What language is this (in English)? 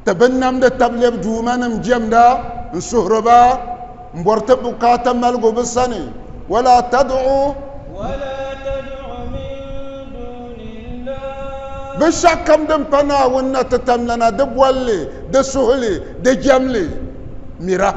Dagbani